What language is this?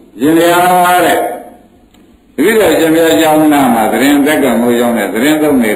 Burmese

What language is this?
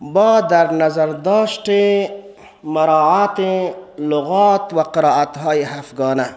Persian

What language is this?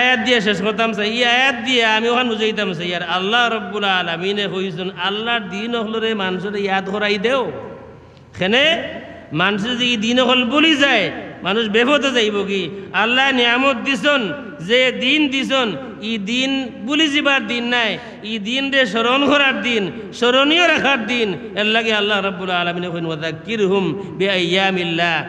Sylheti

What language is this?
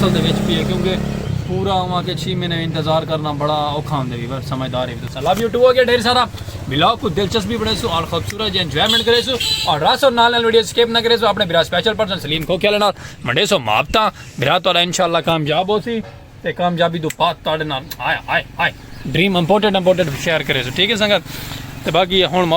Saraiki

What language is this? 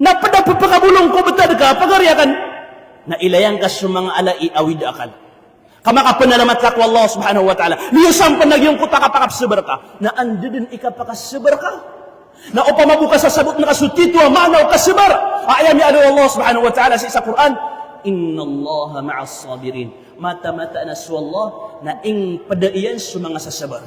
Maranao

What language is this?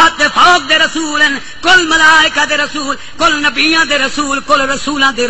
Saraiki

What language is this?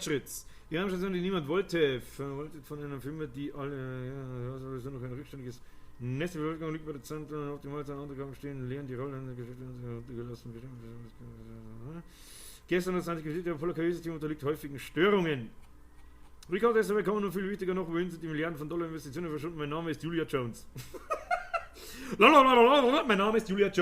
Bavarian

